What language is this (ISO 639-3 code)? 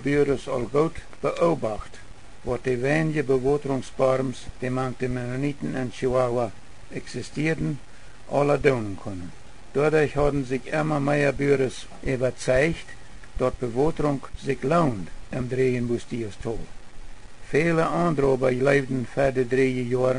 pdt